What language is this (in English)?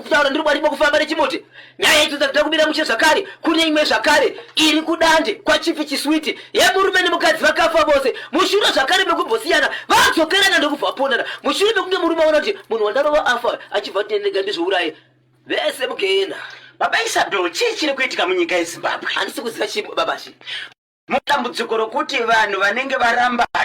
Shona